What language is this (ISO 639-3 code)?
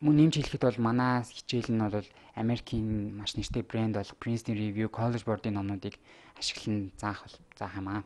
mon